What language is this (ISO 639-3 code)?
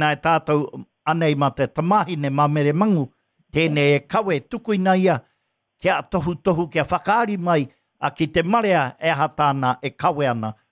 mri